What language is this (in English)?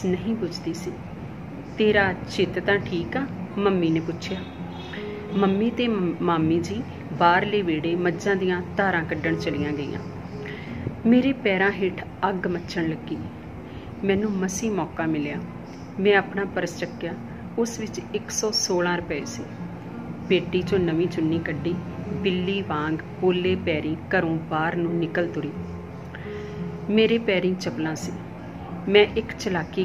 Punjabi